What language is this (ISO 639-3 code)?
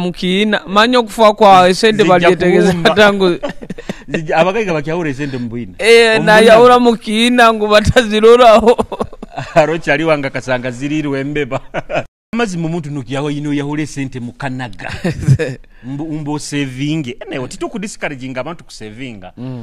nyo